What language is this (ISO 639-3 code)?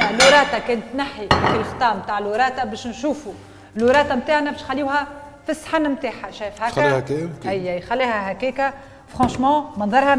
aeb